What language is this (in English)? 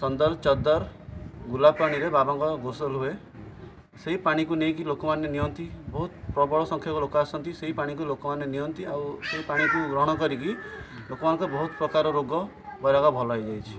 Odia